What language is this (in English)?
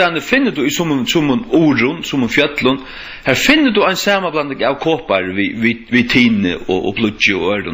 Faroese